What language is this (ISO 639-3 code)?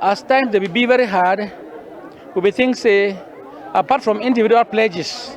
wes